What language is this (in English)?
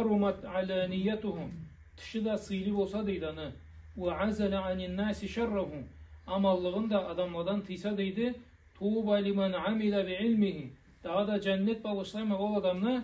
Karachay-Balkar